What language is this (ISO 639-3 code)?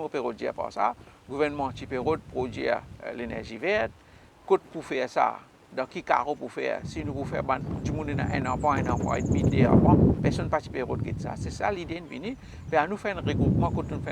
mfe